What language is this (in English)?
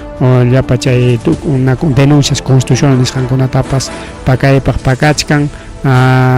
Ayacucho Quechua